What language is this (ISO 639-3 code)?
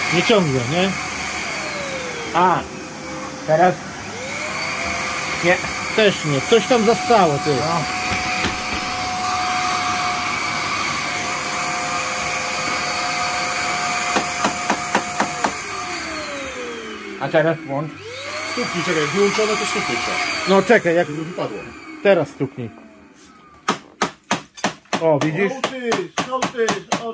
pol